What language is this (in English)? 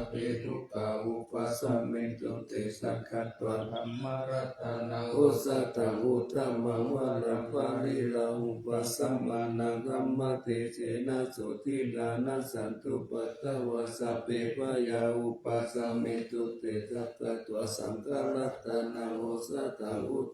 Pali